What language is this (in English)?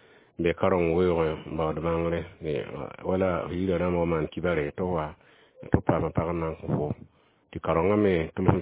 Mossi